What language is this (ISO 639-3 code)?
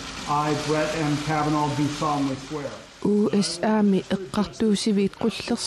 kal